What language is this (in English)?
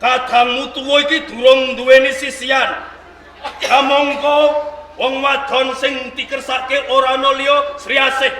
Javanese